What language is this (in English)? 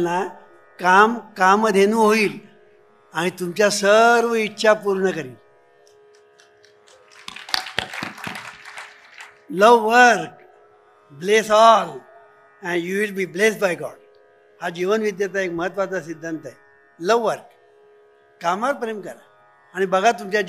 Marathi